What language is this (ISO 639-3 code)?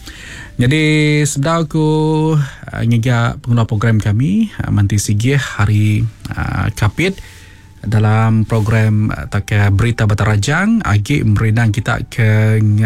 iba